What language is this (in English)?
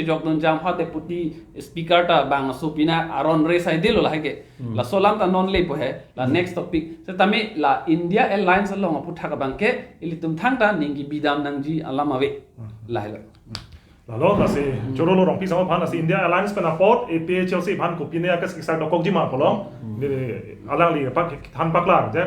Karbi